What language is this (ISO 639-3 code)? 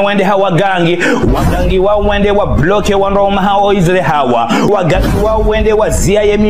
zdj